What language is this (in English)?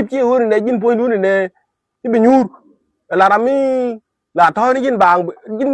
Nuer